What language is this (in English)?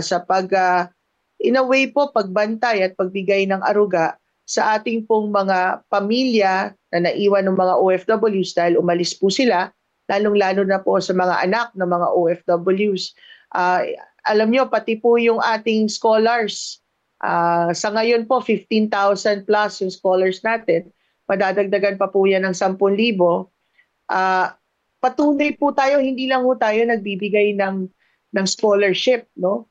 Filipino